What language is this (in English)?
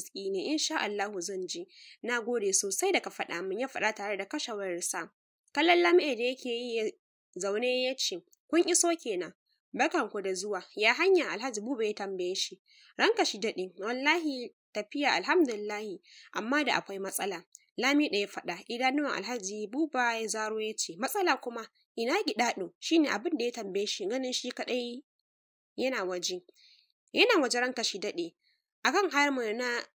Hausa